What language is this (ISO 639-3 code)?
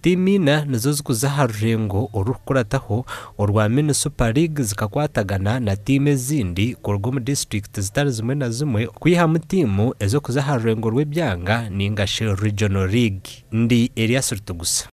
nyn